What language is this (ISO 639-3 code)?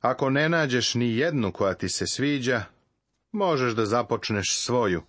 srp